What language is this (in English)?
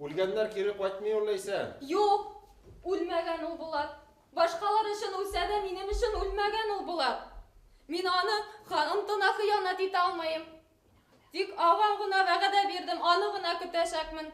Bashkir